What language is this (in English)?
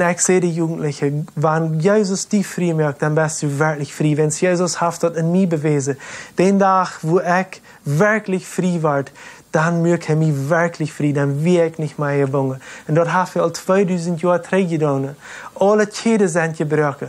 Plautdietsch